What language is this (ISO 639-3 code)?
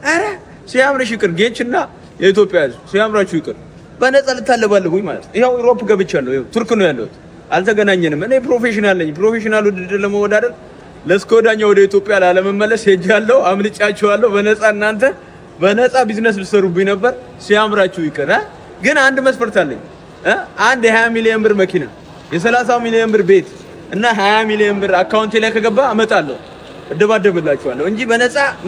amh